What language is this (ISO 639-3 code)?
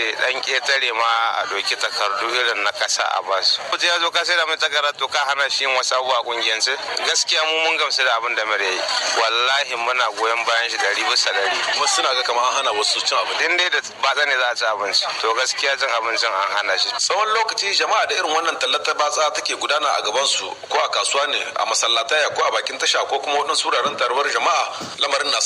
hau